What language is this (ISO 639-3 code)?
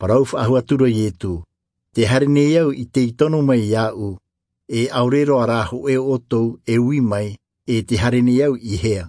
tah